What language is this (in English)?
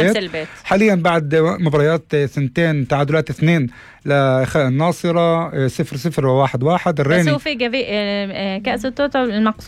North Levantine Arabic